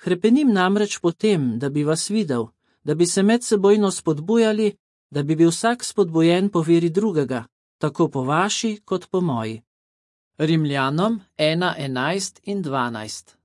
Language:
Slovenian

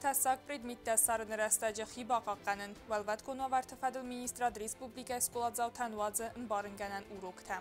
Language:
Ossetic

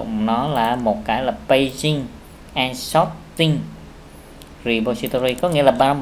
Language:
Vietnamese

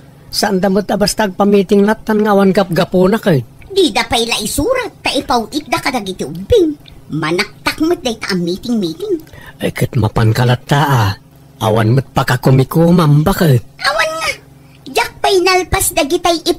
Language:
Iloko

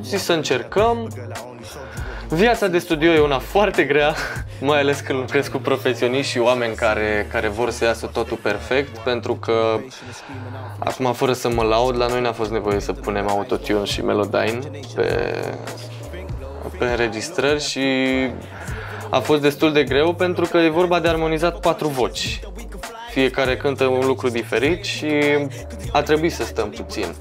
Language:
Romanian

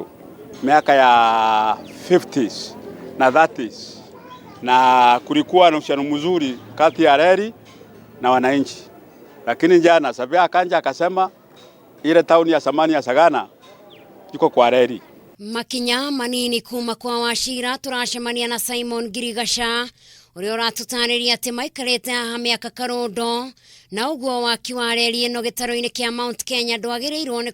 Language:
Kikuyu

